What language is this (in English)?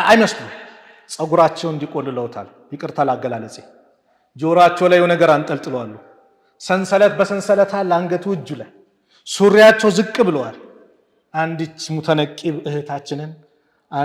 Amharic